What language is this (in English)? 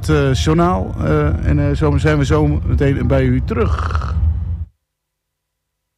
Dutch